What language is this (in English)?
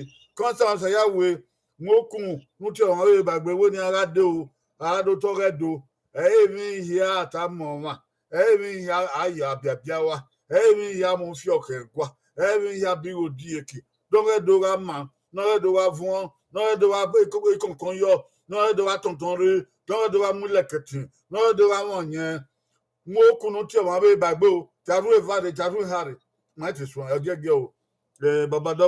Bini